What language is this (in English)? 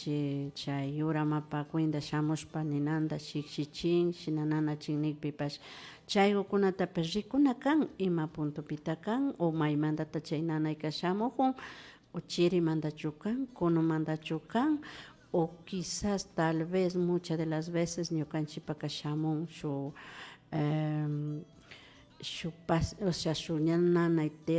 Imbabura Highland Quichua